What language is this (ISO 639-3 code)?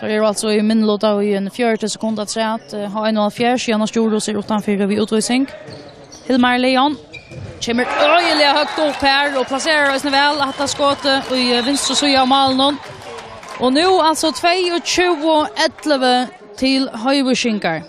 fao